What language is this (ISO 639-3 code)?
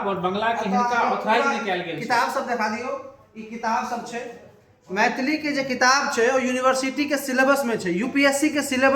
mai